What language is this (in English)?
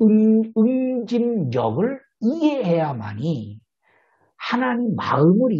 Korean